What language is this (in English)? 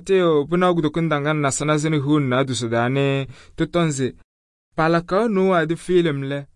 Kabiyè